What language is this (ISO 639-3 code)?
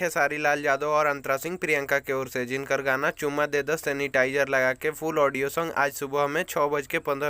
bho